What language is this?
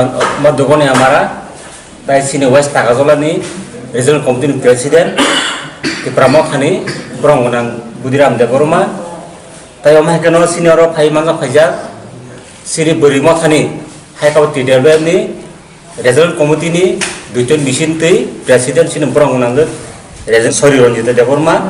Kok Borok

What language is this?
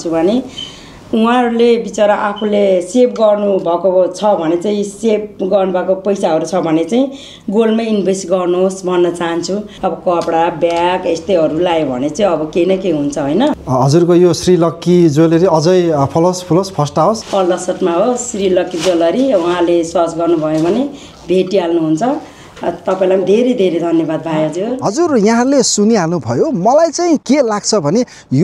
Nepali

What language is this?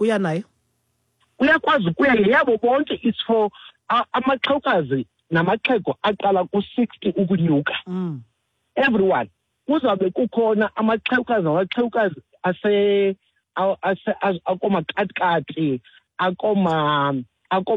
Xhosa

